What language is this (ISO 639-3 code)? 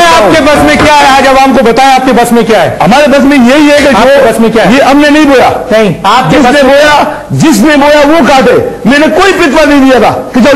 urd